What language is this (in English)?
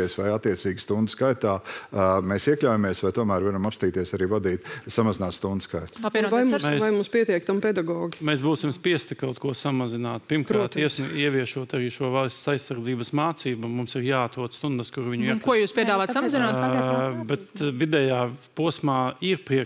Latvian